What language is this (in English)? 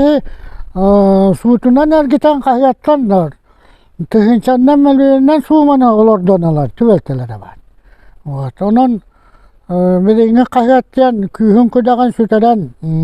Yakut